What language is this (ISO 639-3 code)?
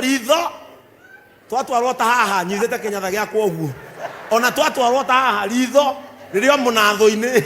kik